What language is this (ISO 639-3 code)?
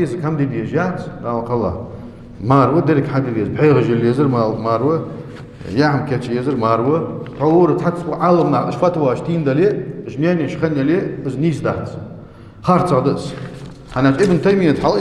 inh